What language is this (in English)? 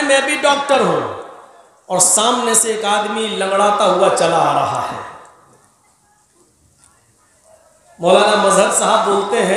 Urdu